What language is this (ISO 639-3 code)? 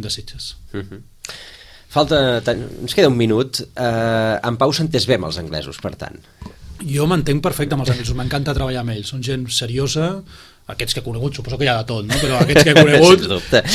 cat